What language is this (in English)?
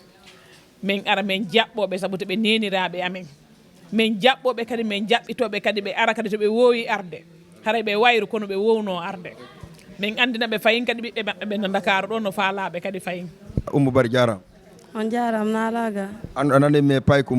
Fula